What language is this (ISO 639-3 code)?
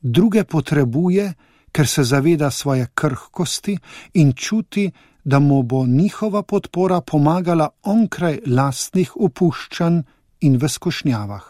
slv